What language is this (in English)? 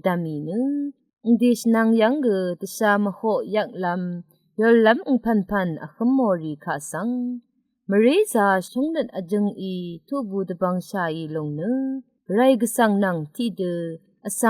Rawang